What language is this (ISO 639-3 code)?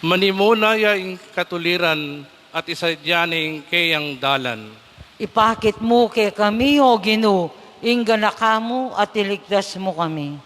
pam